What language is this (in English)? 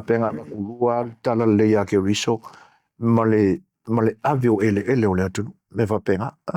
Samoan